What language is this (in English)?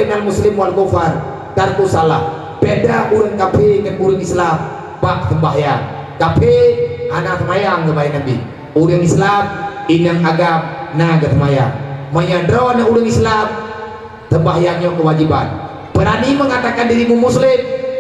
Achinese